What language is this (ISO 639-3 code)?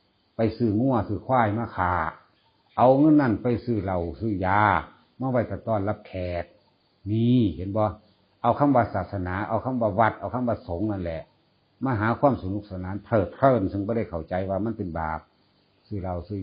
tts